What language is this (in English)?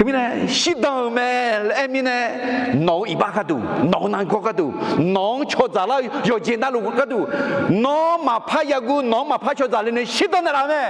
Akha